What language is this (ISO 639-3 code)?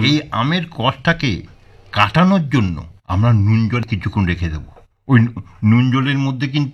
ben